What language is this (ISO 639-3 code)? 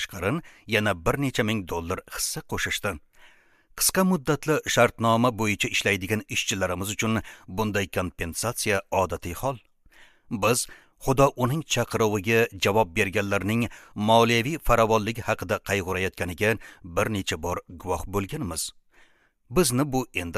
uzb